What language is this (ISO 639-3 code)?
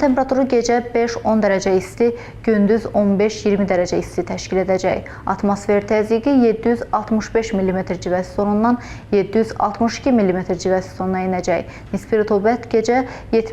aze